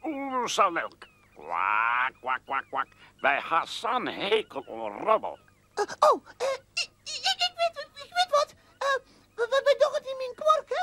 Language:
Western Frisian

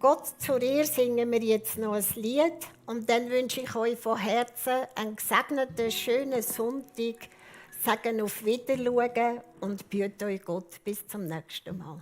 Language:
Swiss German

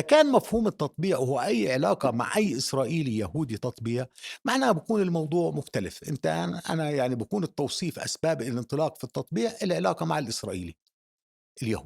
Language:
North Levantine Arabic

